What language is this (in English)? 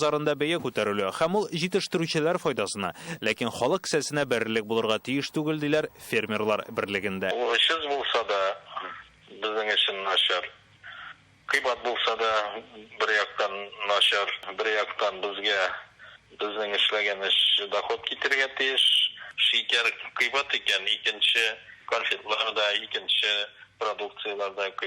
Tatar